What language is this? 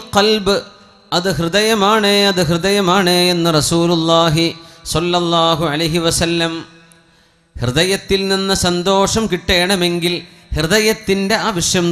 Malayalam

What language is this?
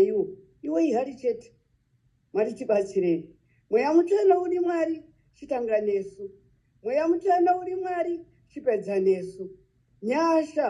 Shona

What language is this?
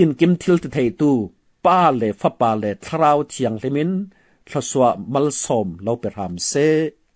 Falam Chin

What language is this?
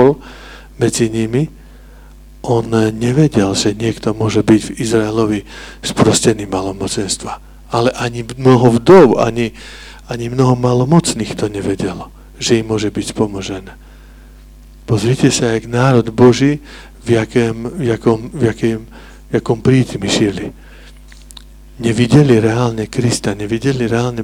Slovak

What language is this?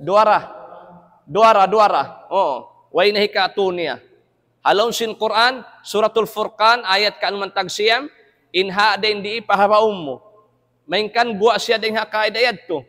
Tausug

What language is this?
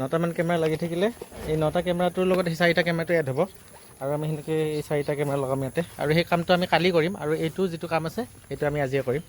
Assamese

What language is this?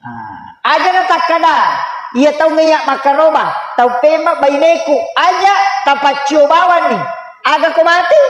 Buginese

